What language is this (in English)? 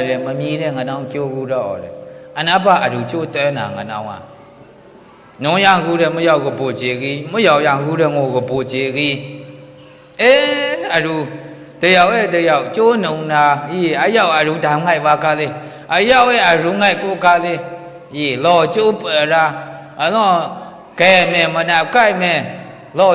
Maru